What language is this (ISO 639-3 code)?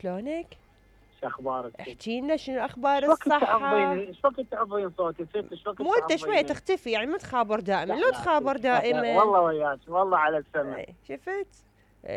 acm